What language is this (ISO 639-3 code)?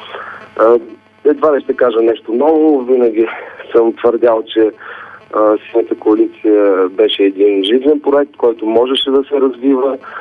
bul